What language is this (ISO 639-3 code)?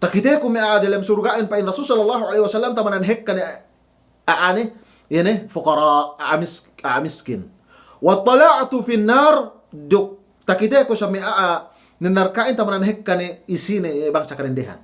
yka